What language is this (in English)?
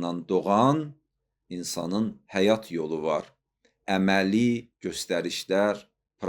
Azerbaijani